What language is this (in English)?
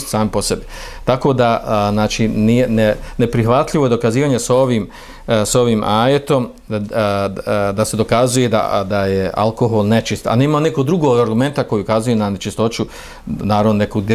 Bosnian